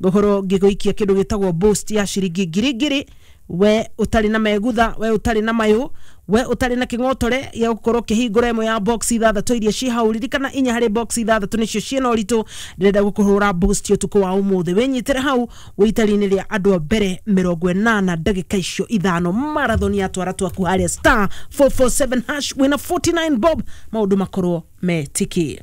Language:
Kikuyu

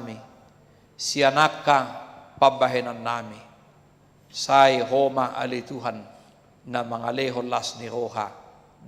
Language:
Batak Toba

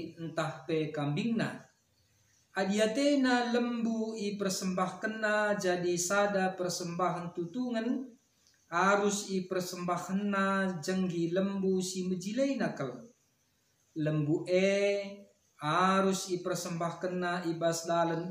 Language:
Batak Karo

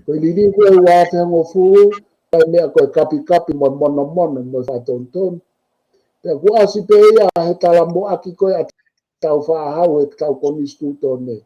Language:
Tongan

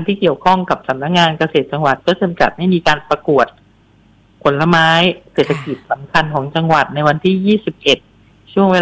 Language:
Thai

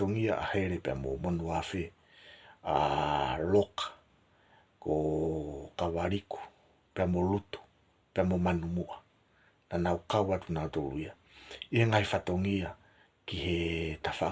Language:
Tongan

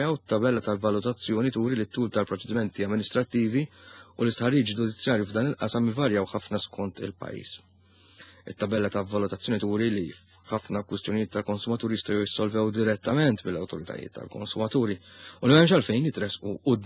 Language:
Maltese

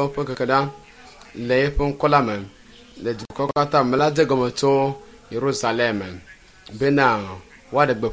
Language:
Ewe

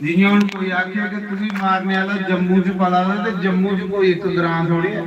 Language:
Dogri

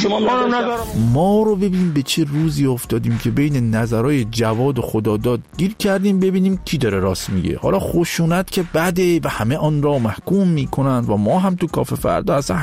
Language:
Persian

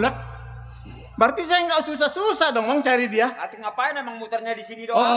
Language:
Betawi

